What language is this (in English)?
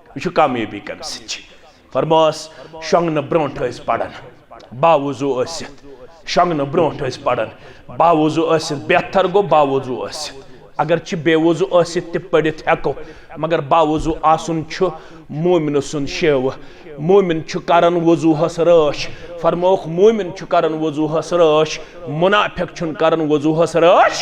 Kashmiri